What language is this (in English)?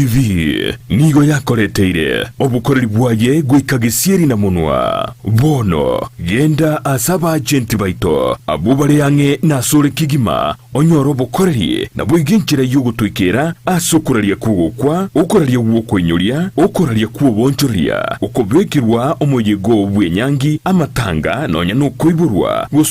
Gusii